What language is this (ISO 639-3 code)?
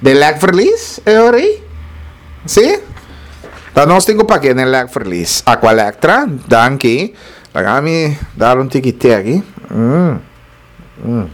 pap